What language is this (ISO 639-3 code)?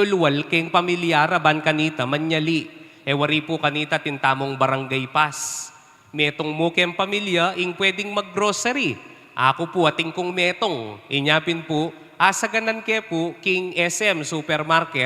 pam